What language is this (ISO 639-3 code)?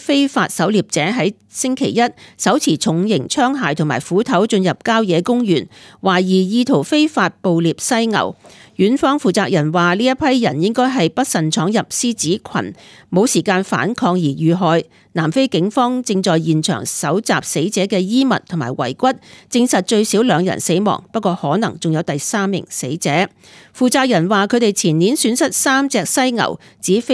yue